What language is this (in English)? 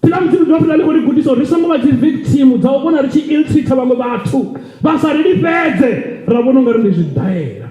Venda